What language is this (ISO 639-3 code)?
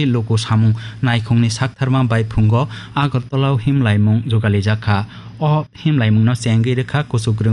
trp